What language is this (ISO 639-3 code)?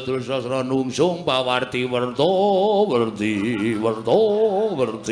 jav